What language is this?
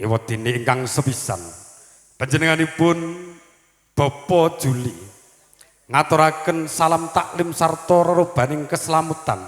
Javanese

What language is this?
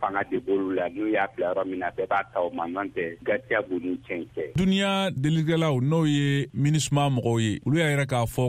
Bambara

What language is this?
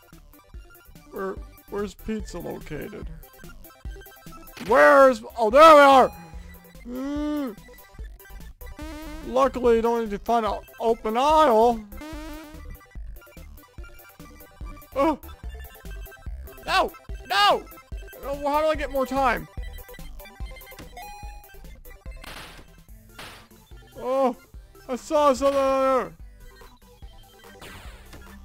English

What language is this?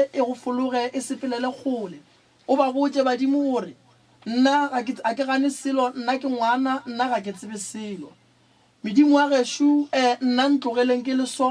Northern Sotho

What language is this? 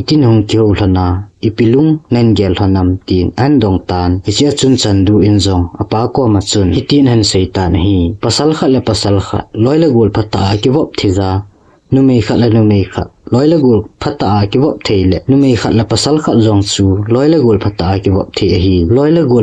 Thado Chin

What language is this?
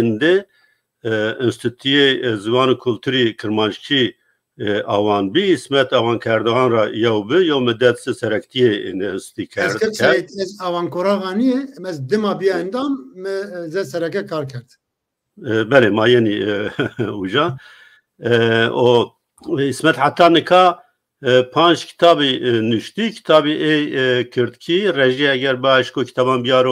Zaza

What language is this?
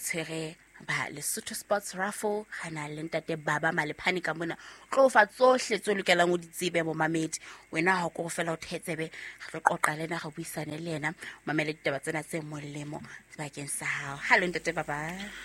Southern Sotho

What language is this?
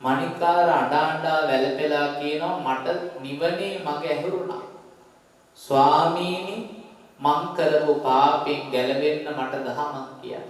Sinhala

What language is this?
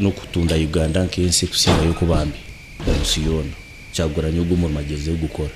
Nyankole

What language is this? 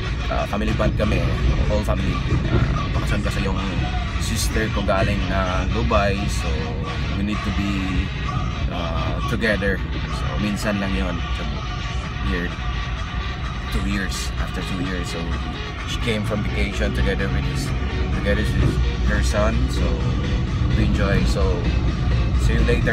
Filipino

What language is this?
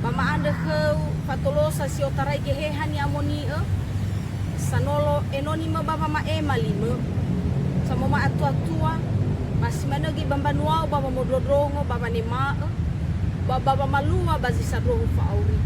Nias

